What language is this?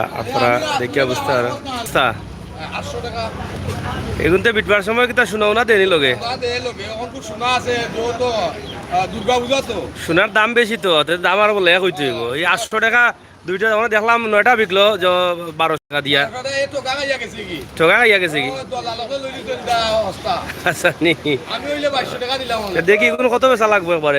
Sylheti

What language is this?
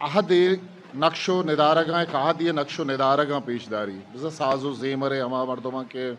Eastern Balochi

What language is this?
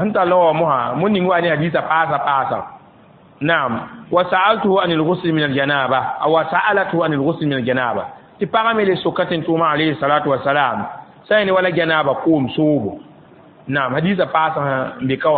Mossi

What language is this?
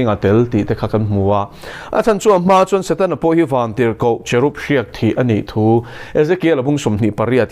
Mizo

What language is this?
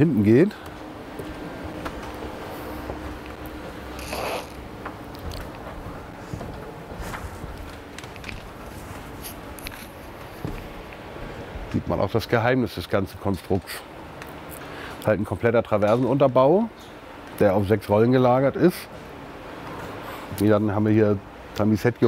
German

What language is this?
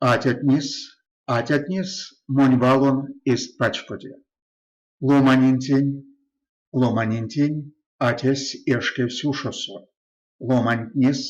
Erzya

